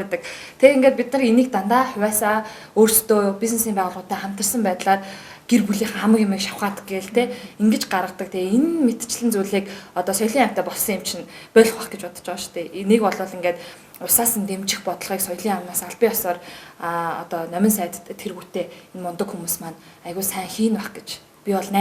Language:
Mongolian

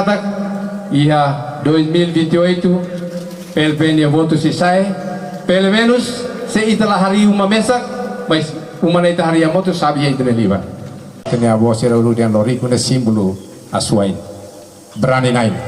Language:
Tetum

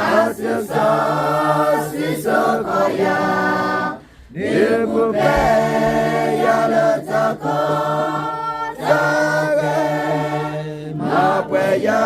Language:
S'gaw Karen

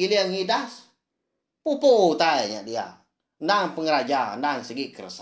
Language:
Iban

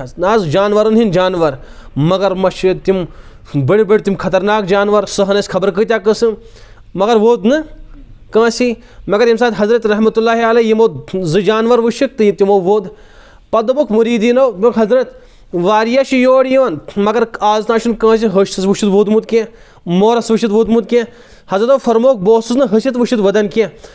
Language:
Kashmiri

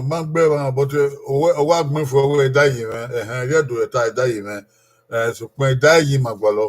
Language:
Bini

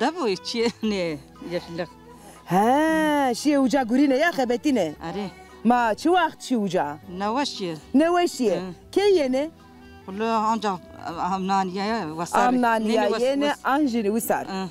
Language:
Zaza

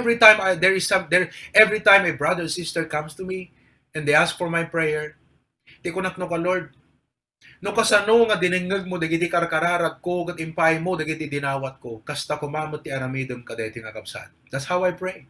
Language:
Iloko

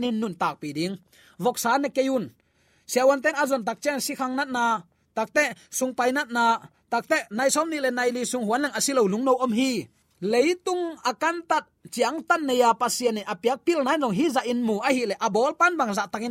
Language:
Tedim Chin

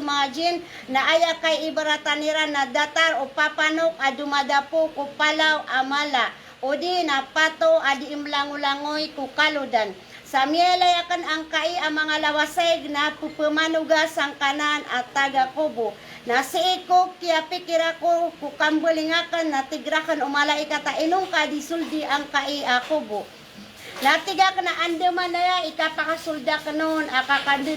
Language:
Maranao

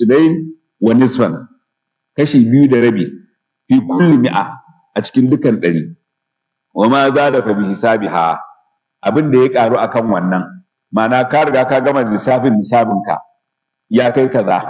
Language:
Hausa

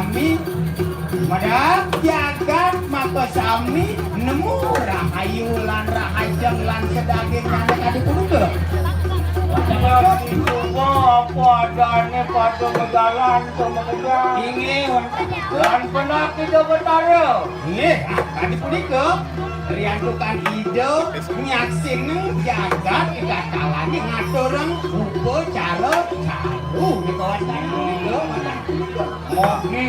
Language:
Balinese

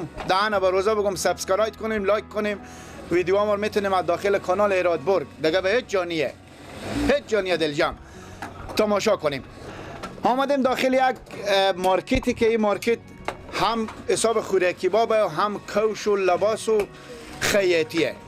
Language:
Persian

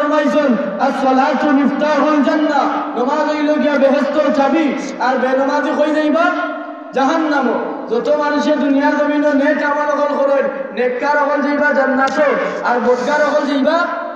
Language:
Sylheti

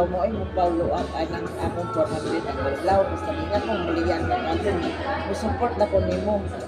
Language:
Cebuano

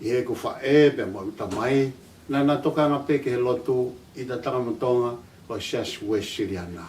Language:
Tongan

